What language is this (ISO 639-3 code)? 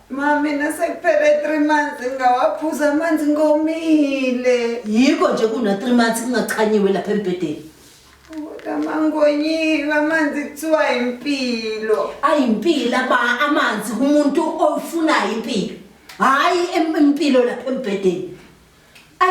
zul